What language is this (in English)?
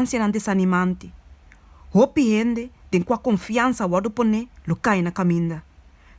Papiamento